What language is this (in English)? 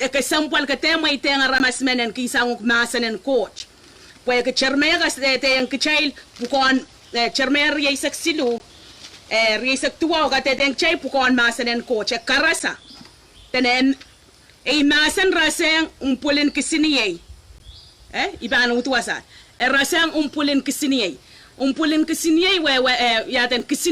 Pohnpeian